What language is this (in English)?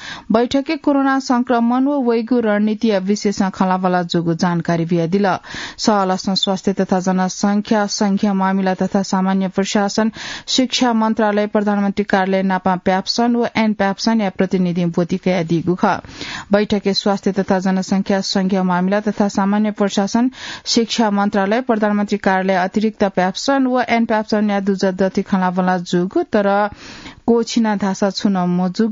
Newari